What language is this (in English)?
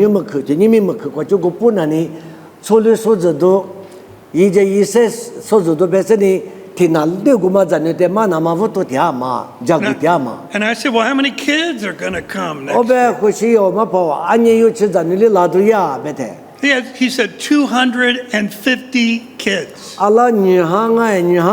Lisu